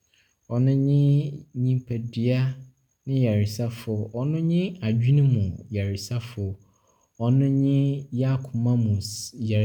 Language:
Akan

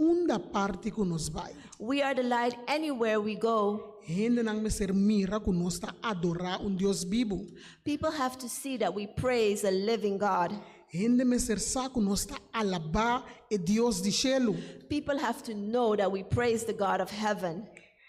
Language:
Papiamento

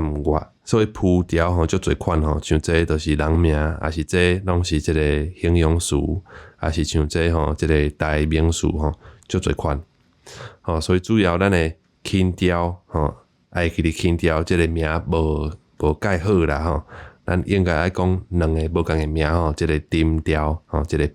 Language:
Min Nan Chinese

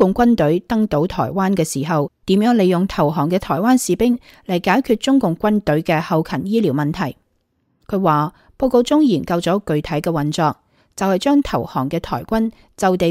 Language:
Cantonese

